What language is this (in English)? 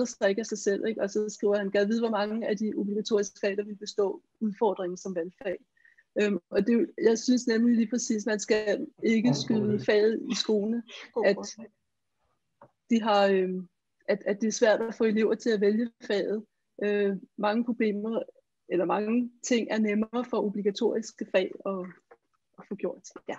Danish